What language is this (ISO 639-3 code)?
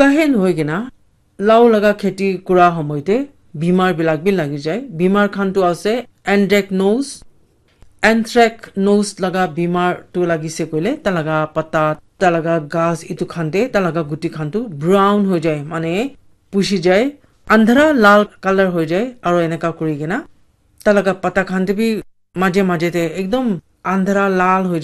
nag